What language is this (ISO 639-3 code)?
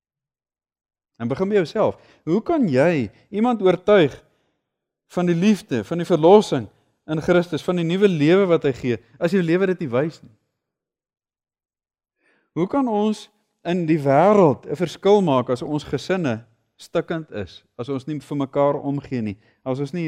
afr